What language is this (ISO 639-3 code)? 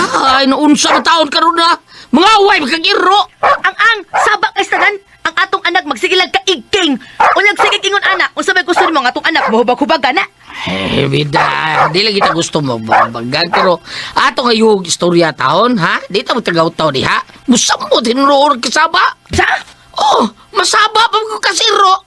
ceb